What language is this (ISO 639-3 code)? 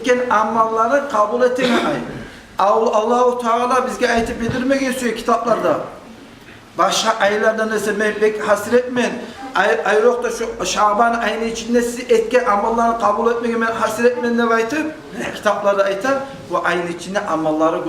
kum